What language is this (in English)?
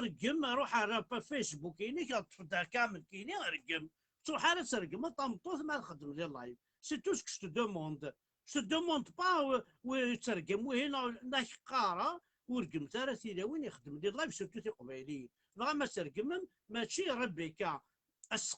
Kabyle